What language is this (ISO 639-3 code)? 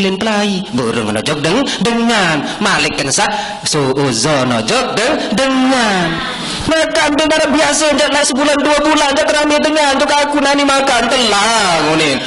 sas